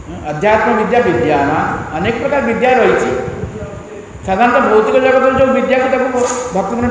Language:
Odia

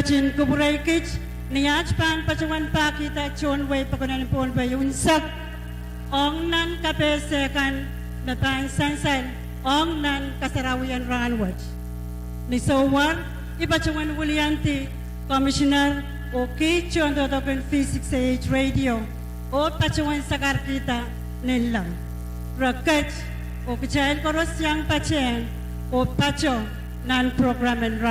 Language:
Pohnpeian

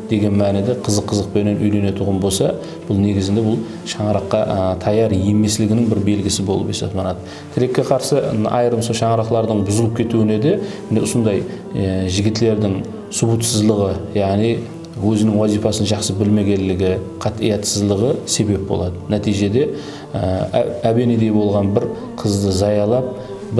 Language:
Kara-Kalpak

